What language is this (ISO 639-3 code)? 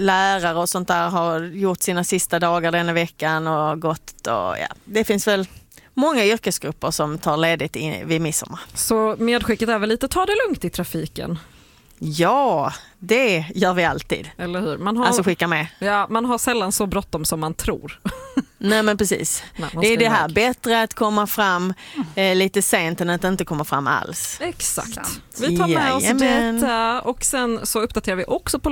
swe